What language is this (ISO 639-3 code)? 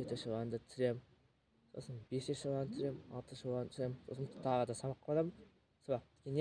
kaz